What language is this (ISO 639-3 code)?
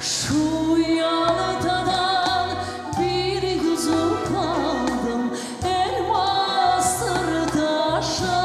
crh